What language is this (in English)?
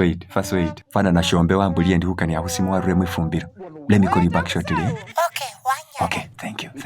Masaaba